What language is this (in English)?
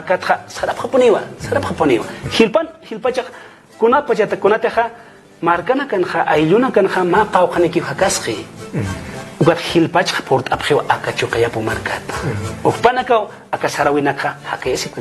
Aymara